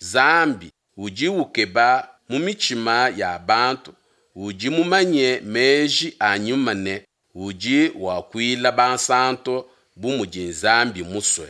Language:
Luba-Lulua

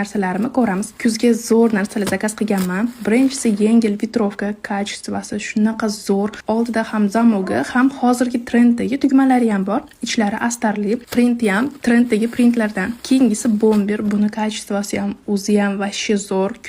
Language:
Uzbek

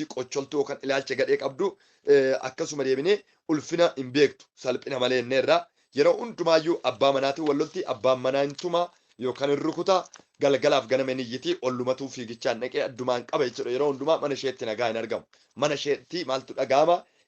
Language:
Oromo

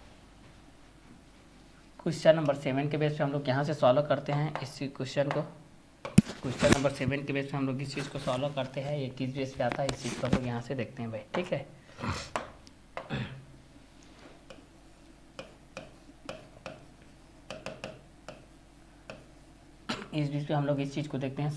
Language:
Hindi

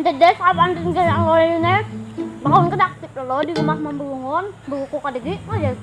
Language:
Banjar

